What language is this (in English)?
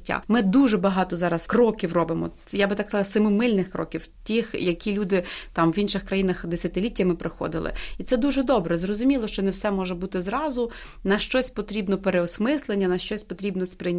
Ukrainian